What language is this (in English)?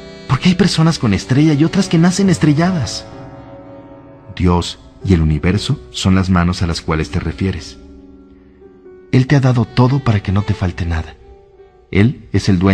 Spanish